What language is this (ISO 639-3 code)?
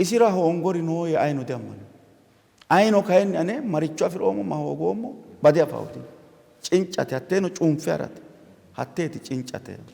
sid